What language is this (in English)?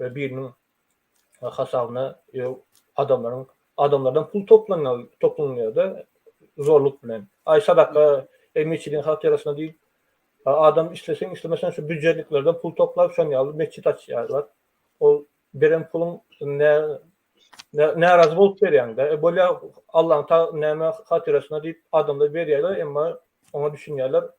Turkmen